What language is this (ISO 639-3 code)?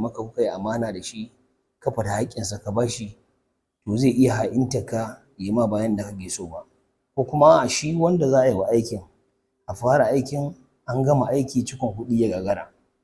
hau